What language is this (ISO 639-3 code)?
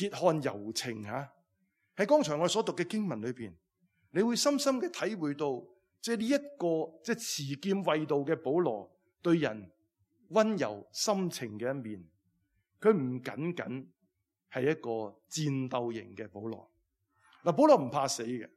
yue